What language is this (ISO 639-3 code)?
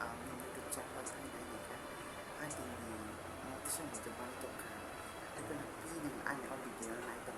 trp